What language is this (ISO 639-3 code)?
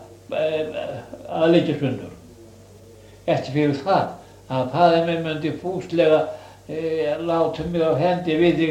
isl